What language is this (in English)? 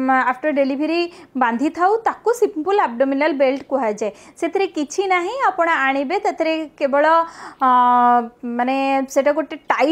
Odia